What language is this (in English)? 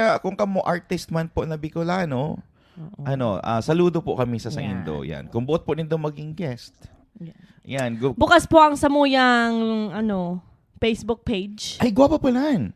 Bikol